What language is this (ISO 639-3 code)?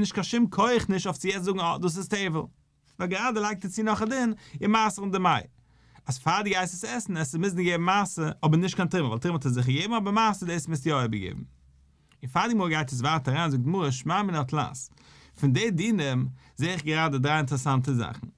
yid